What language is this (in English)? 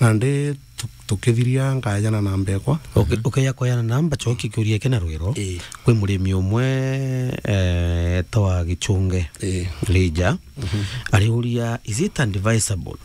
Meru